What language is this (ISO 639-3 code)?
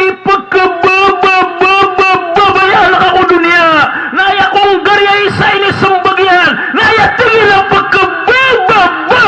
mrw